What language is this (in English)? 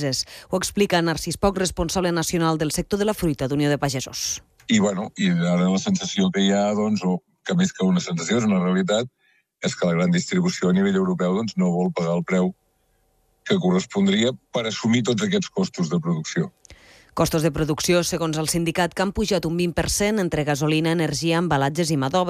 Catalan